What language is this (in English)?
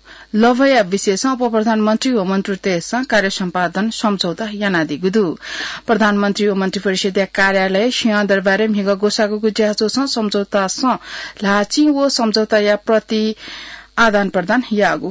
Newari